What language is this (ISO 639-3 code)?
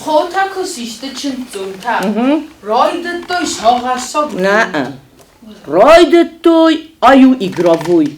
oss